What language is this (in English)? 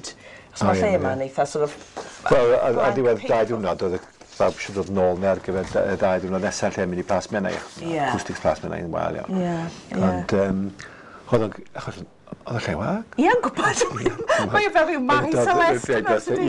Welsh